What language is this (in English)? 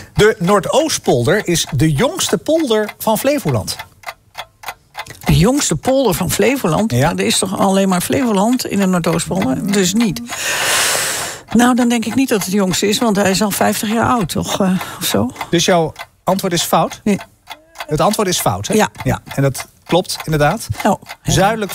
Dutch